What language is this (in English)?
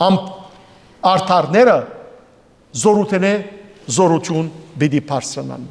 Western Armenian